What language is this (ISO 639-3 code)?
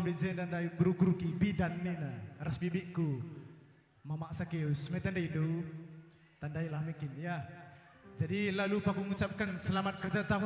btx